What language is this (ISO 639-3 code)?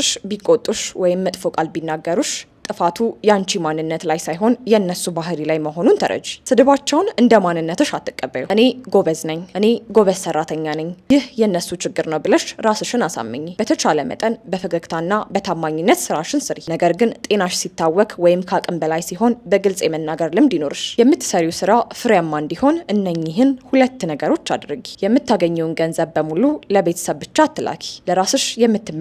amh